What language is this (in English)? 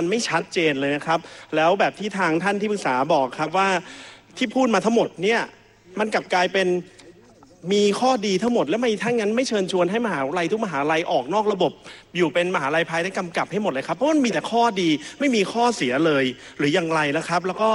Thai